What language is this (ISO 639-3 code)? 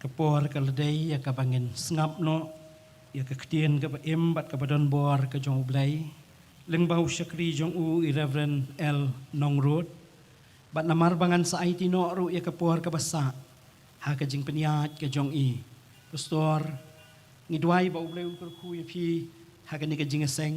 kha